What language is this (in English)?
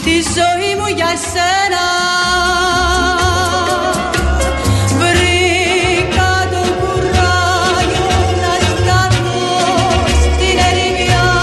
Greek